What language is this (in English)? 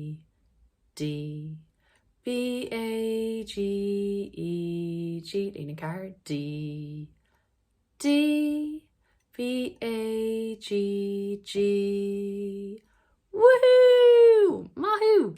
Irish